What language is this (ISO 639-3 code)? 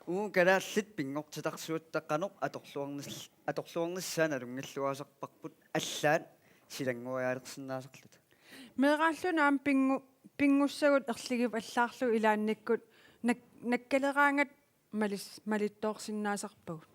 kal